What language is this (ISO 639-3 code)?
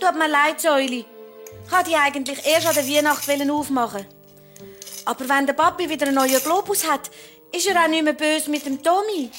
gsw